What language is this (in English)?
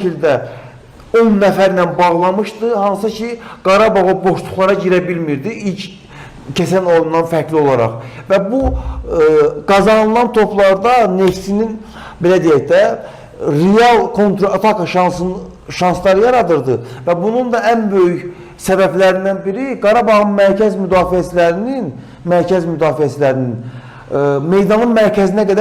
Azerbaijani